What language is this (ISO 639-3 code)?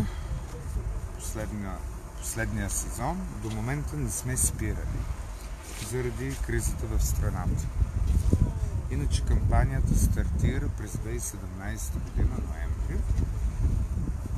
bul